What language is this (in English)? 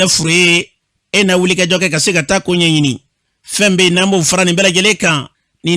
Bambara